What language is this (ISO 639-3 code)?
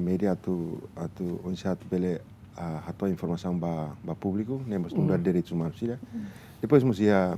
tet